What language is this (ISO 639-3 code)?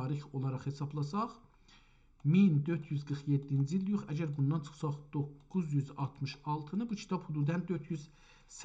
azb